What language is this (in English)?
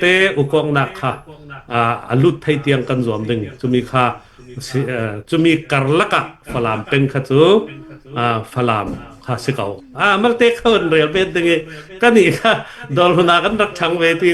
Falam Chin